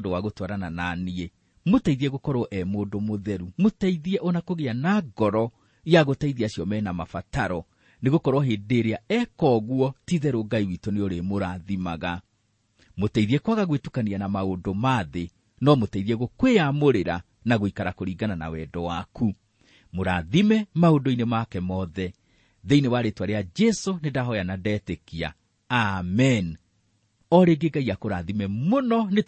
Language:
Kikuyu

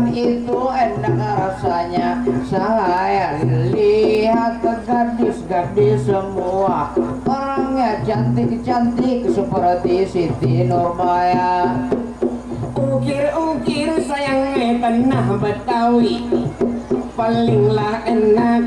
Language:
Banjar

